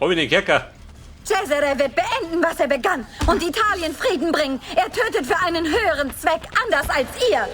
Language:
Bavarian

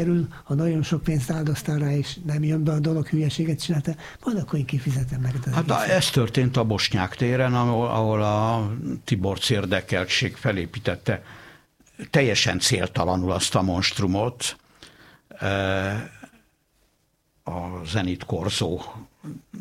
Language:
Hungarian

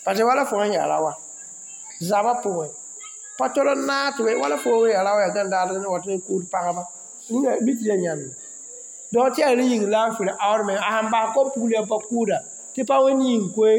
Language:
Mossi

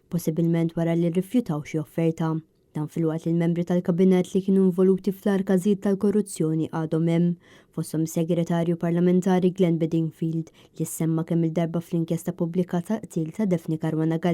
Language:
Maltese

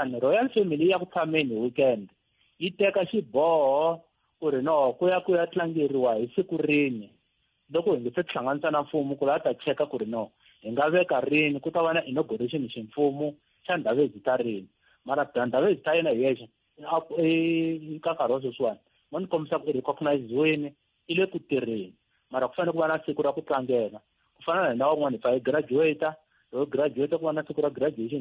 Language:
Tsonga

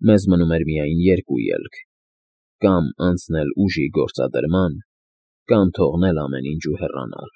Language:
Armenian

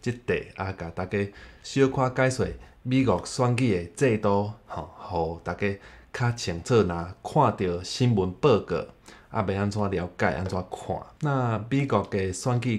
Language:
Min Nan Chinese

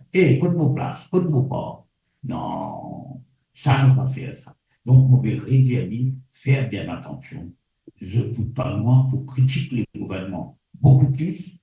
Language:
Morisyen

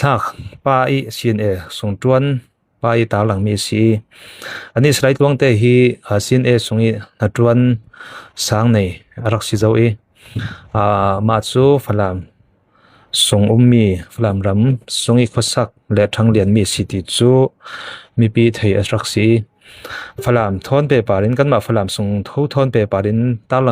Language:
Falam Chin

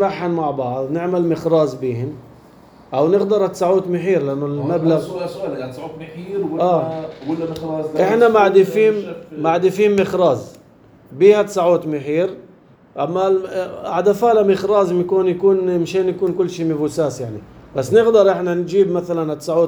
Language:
North Levantine Arabic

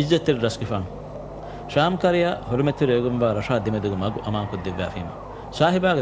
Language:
Divehi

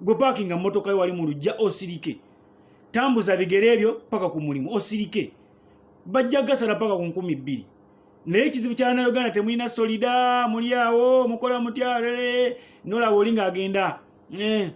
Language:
Ganda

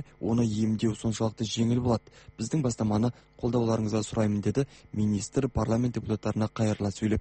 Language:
Kazakh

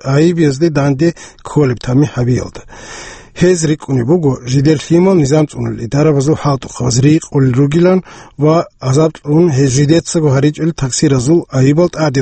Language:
Avaric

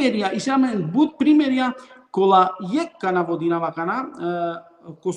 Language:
Balkan Romani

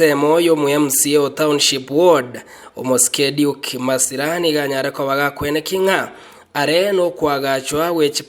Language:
Gusii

